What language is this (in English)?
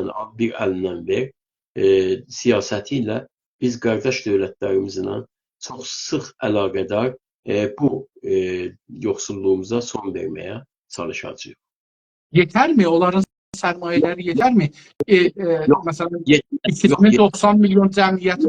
South Azerbaijani